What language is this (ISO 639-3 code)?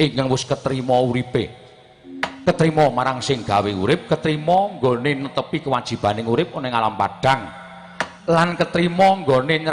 jav